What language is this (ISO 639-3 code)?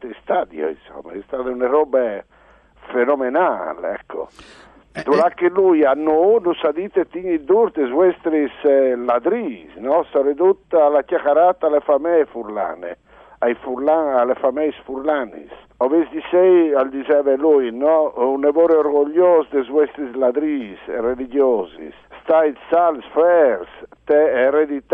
fur